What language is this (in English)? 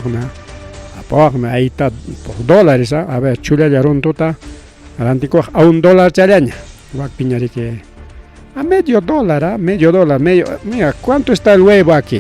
Ayacucho Quechua